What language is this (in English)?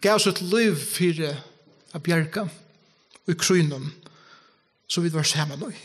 Faroese